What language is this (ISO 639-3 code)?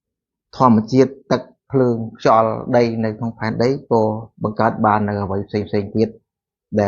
khm